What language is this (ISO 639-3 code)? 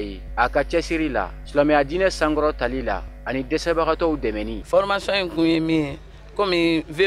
bam